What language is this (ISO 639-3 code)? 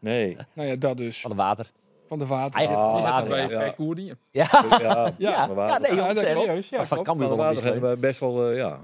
fry